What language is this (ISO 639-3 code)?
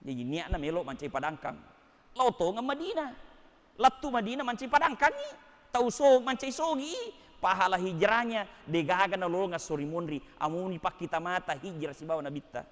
bug